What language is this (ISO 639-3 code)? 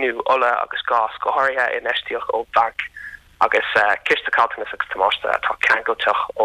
gle